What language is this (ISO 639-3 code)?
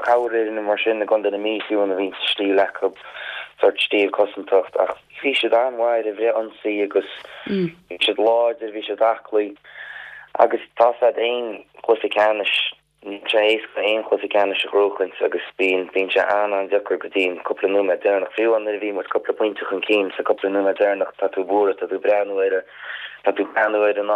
gle